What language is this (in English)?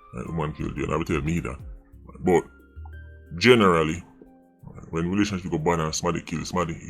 Jamaican Creole English